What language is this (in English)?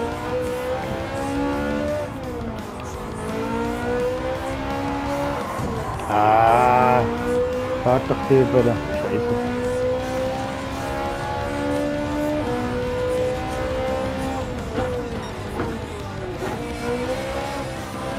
German